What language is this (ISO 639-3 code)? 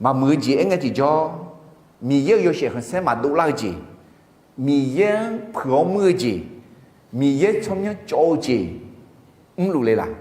ahk